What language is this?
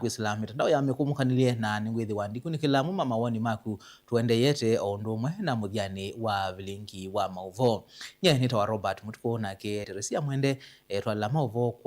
Kamba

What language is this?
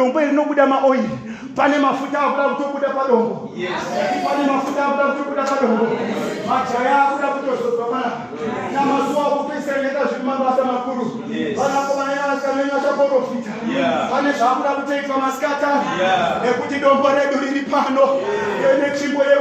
Shona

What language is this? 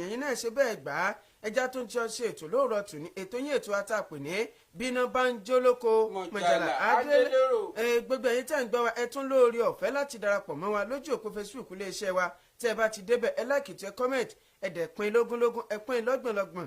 Yoruba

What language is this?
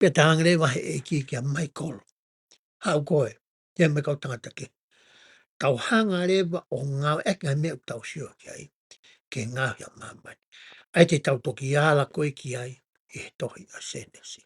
Tongan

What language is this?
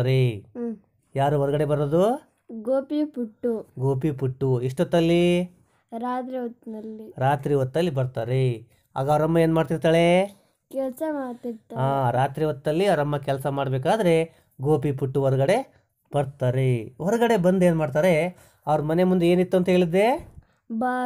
Kannada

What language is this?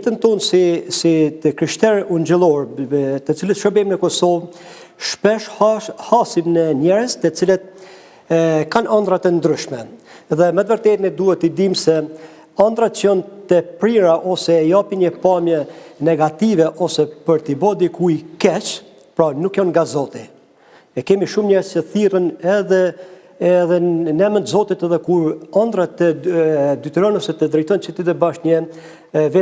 Albanian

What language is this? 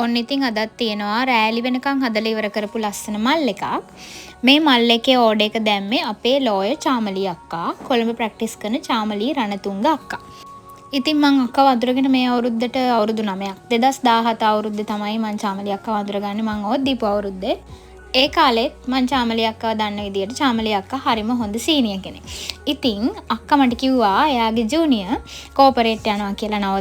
Sinhala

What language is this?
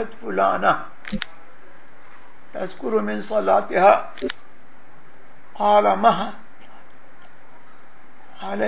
Urdu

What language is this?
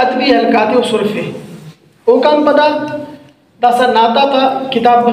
Brahui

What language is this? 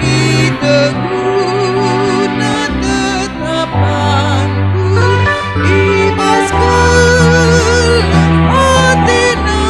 Batak Karo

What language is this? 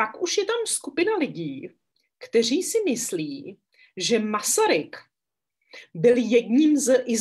Czech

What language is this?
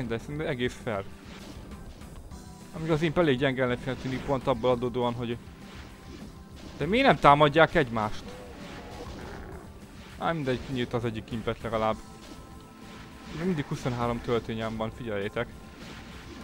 Hungarian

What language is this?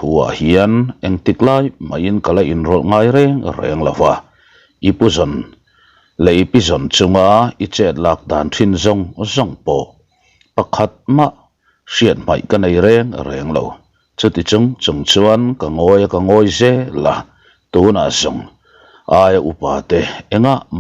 Mizo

